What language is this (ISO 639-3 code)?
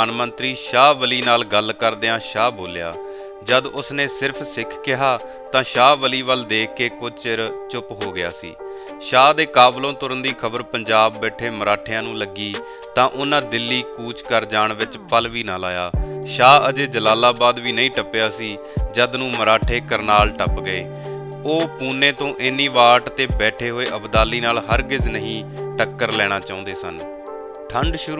pan